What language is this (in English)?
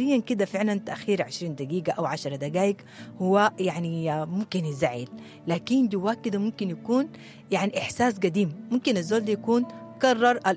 Sudanese Arabic